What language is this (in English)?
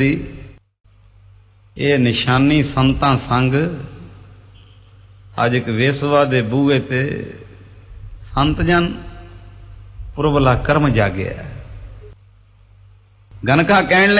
Punjabi